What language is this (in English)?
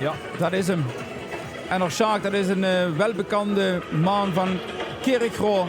Limburgish